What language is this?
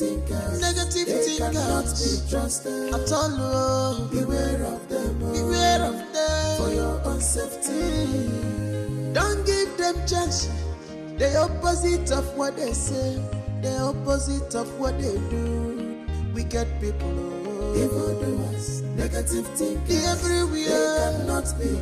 Nigerian Pidgin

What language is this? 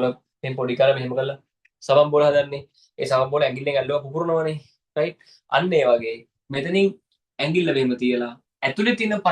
Sinhala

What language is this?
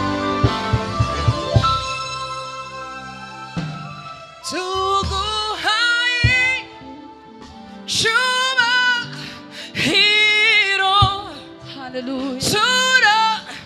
Kinyarwanda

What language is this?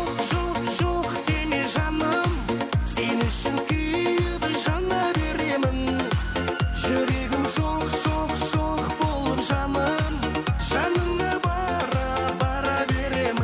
Kara-Kalpak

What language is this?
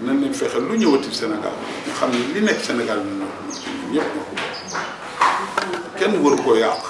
Wolof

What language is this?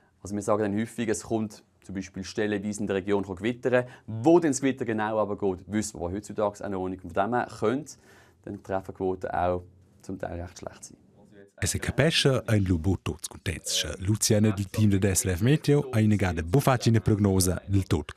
Romansh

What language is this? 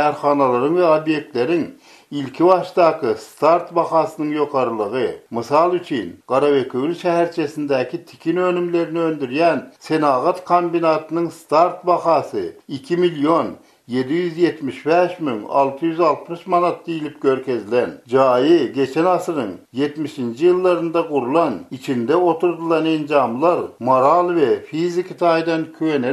Turkmen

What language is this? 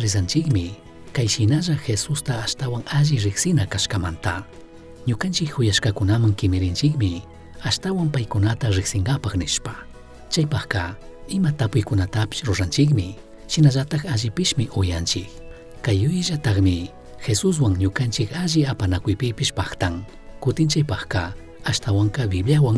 Chimborazo Highland Quichua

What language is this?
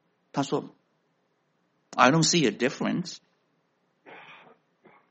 Chinese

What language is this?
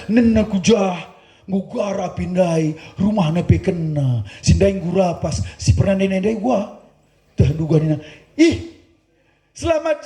Batak Karo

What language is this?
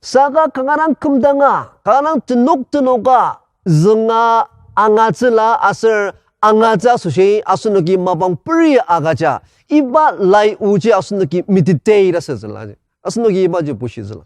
Ao Naga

